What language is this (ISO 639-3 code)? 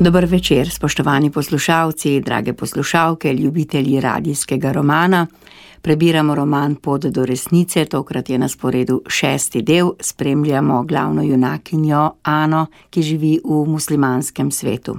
slv